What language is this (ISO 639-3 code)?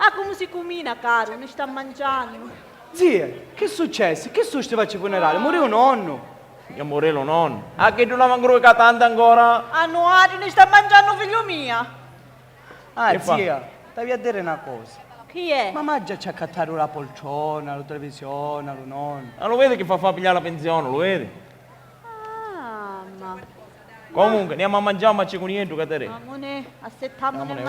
scn